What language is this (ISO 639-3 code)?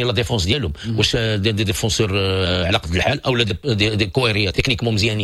ary